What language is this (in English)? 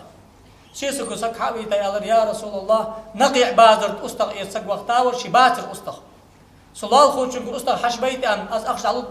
Ingush